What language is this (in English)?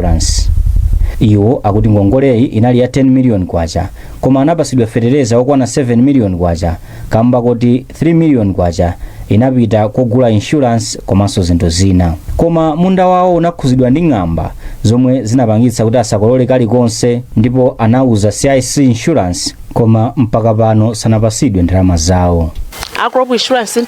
Nyanja